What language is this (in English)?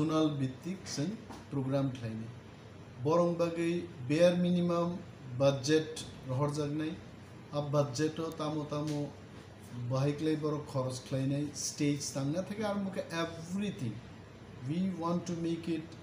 Kok Borok